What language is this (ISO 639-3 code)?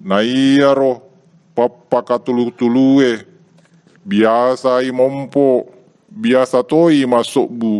bug